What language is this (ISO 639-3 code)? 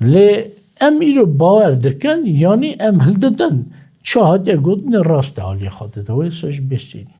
kur